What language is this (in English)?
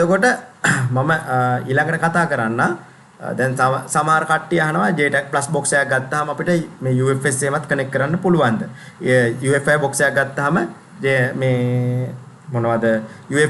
Sinhala